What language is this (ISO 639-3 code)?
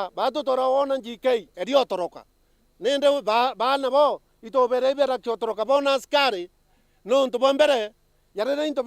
mer